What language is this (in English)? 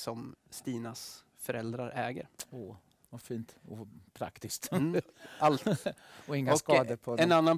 Swedish